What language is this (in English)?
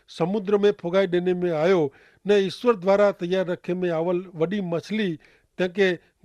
Kachhi